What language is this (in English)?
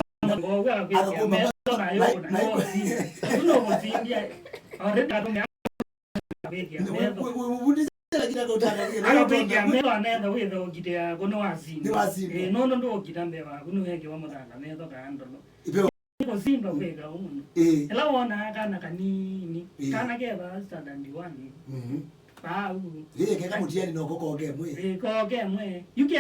Kamba